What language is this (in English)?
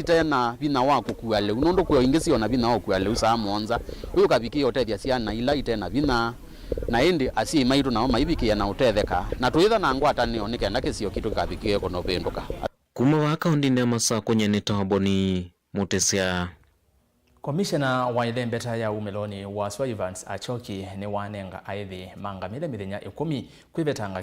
Kamba